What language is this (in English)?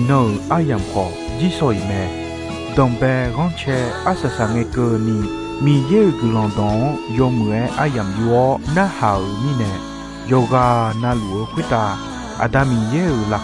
Akha